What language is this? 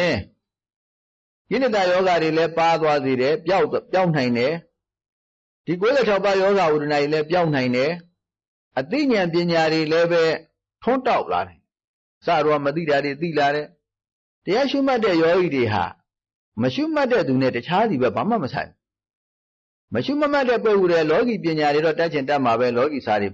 Burmese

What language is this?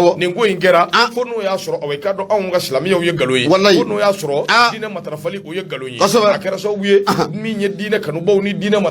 Bambara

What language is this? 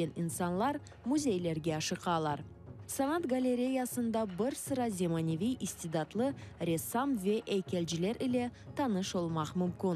Crimean Tatar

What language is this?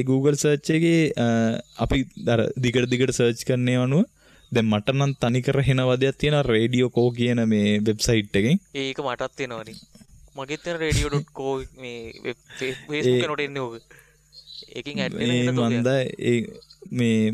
Sinhala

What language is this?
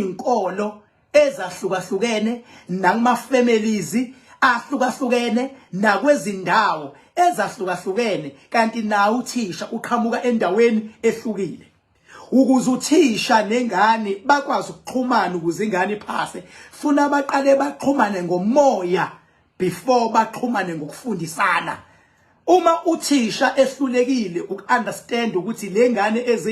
Zulu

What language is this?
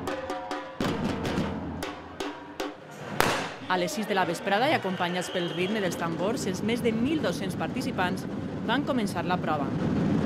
Catalan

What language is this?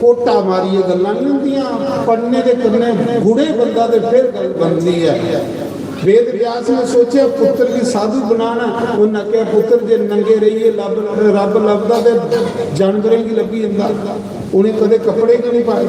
Dogri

